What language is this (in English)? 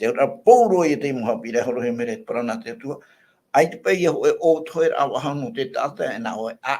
Tahitian